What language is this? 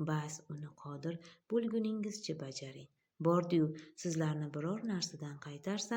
Uzbek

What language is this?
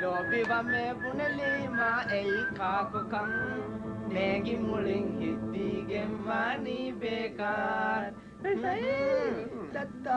Divehi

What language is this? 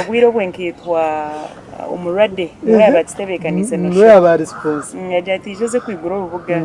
Nyankole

